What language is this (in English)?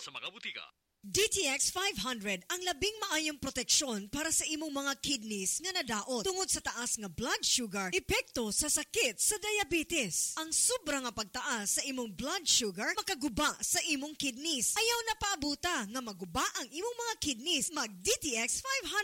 Cebuano